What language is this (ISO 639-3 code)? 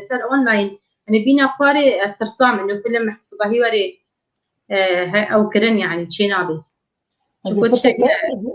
kur